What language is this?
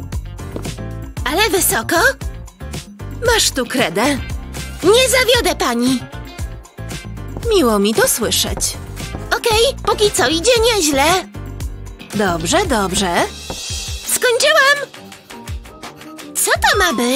Polish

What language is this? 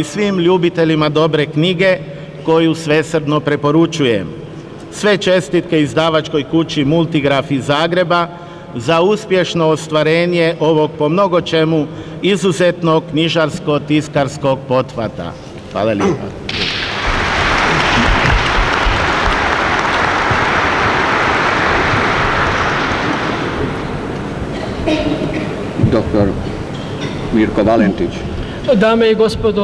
Croatian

